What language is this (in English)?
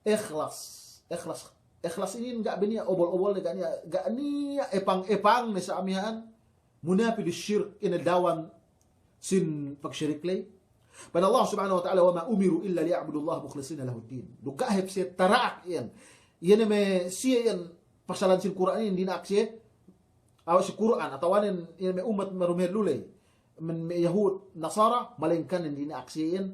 Yakan